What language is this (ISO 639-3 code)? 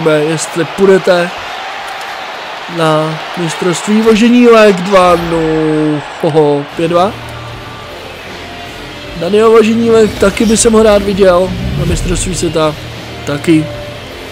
ces